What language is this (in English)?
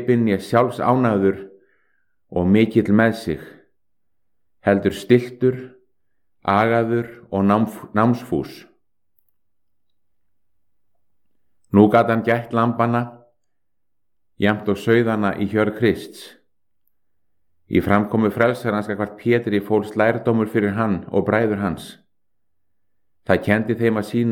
Icelandic